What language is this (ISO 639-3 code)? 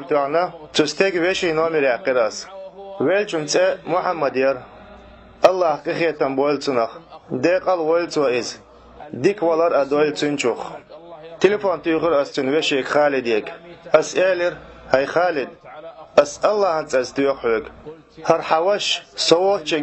che